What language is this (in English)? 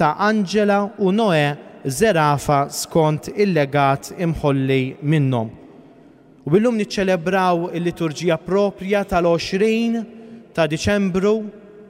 Maltese